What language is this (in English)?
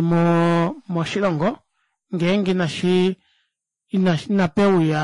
Kuanyama